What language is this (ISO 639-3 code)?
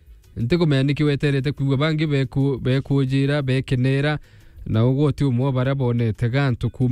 mer